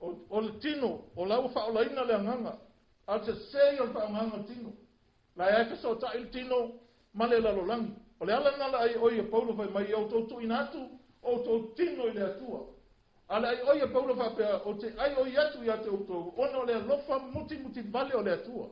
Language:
Samoan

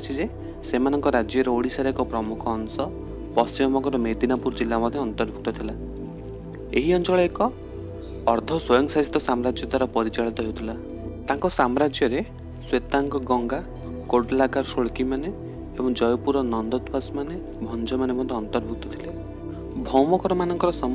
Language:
Odia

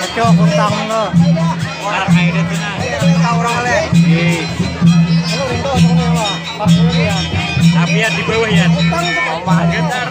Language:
Banjar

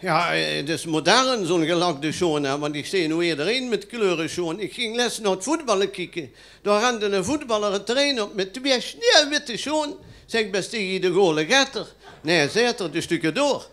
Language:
Limburgish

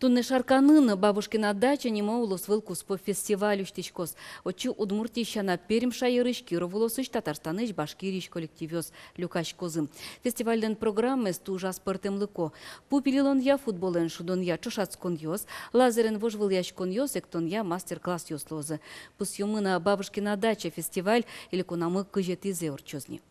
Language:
Udmurt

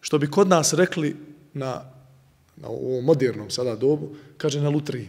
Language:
Bosnian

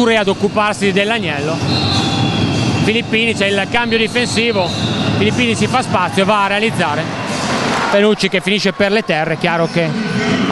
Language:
Italian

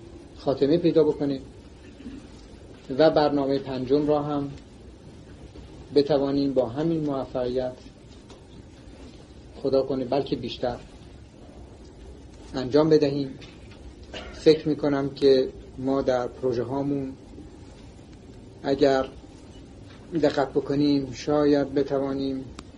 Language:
Persian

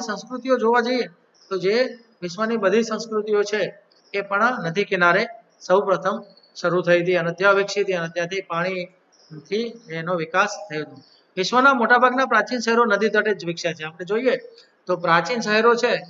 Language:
Gujarati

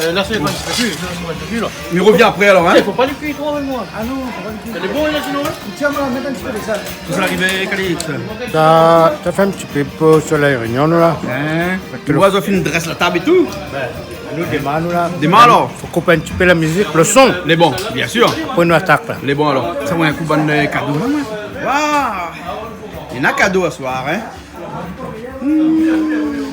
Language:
Réunion Creole French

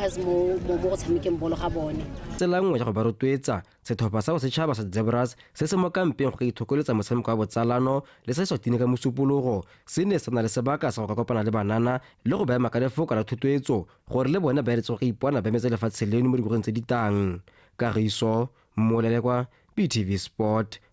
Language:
Tswana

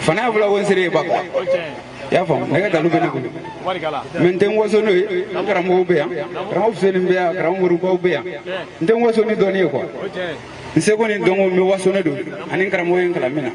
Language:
Bambara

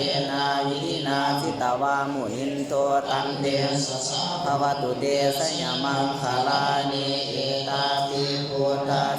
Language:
Pali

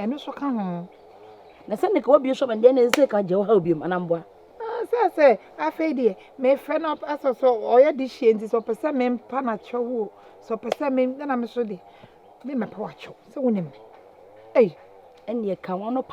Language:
Akan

